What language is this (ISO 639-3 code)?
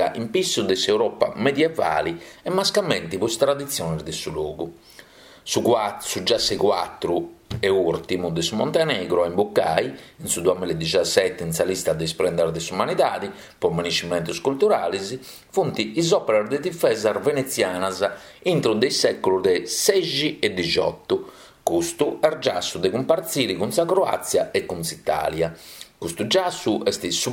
srd